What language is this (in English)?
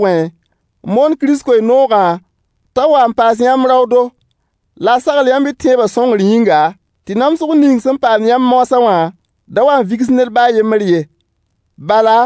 Mossi